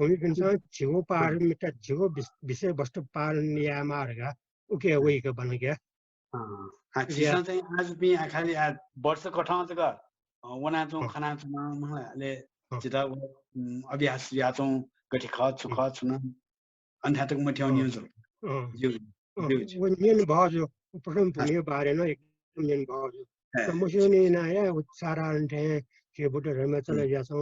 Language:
Newari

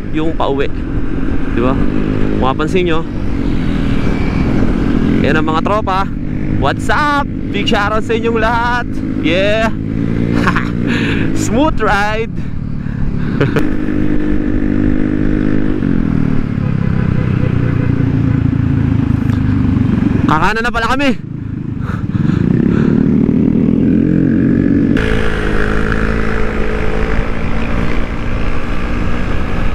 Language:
Filipino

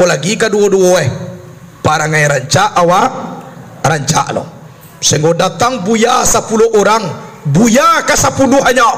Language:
Minangkabau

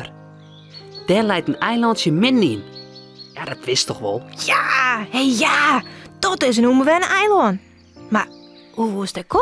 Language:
Western Frisian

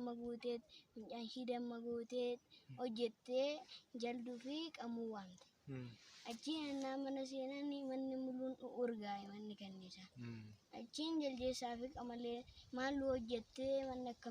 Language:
Oromo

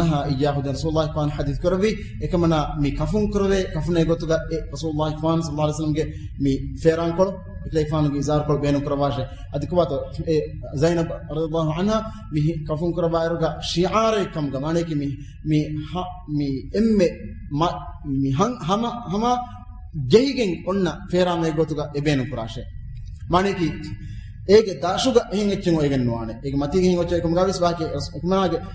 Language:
Divehi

